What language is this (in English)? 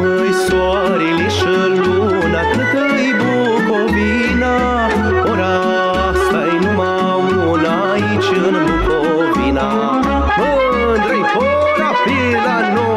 Romanian